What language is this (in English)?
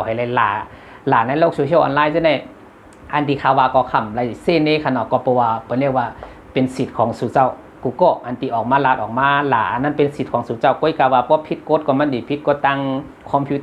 Shan